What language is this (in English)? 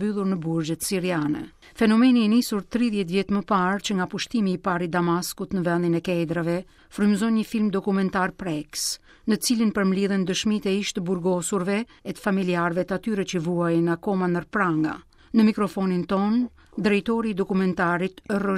Albanian